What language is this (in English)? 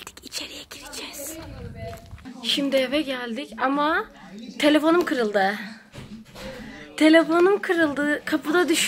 Turkish